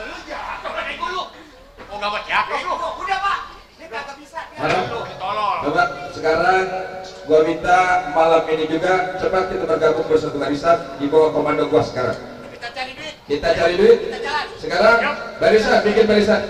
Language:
Betawi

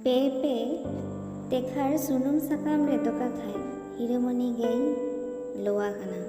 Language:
Santali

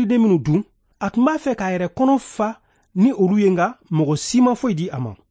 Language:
Bambara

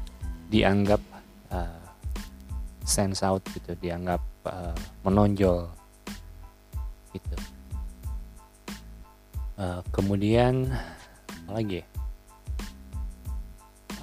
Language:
Indonesian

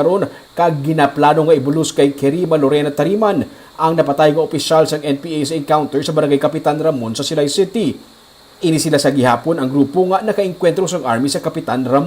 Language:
Hiligaynon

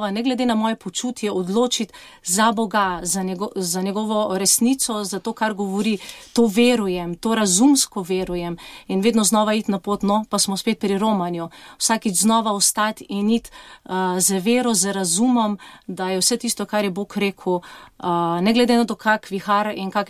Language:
Slovenian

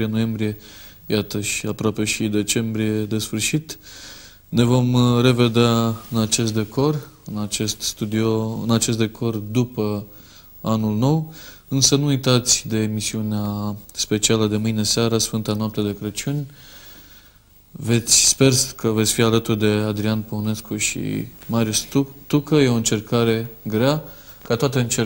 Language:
Romanian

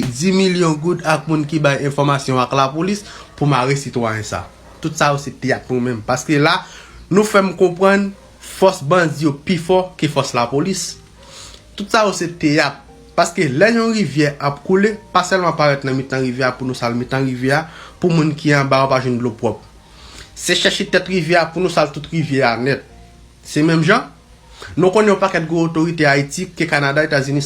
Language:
Haitian Creole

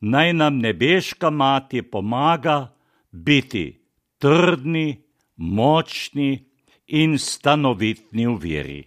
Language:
Slovenian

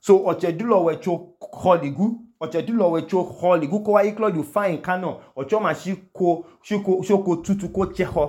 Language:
Idoma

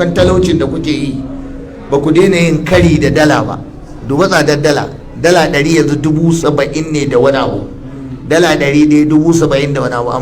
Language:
Hausa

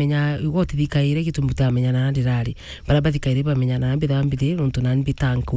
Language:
Meru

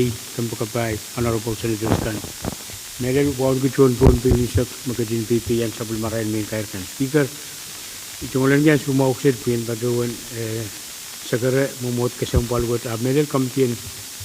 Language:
Pohnpeian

